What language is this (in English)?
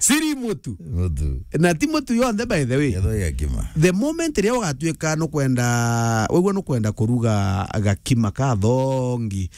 Meru